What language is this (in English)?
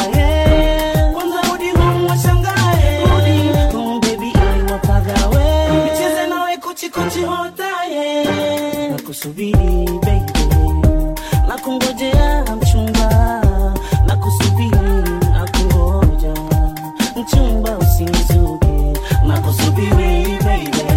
Swahili